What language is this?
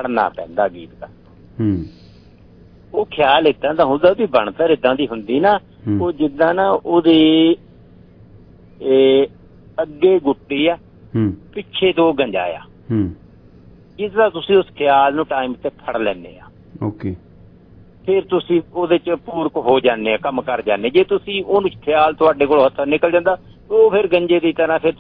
Punjabi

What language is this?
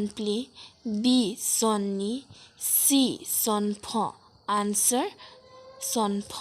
Karbi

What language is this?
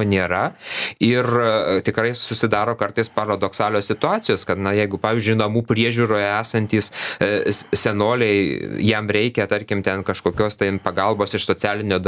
Lithuanian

